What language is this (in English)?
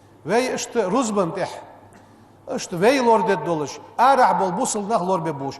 Ingush